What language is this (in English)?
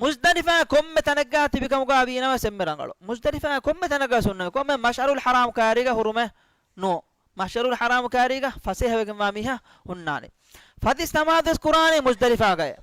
Divehi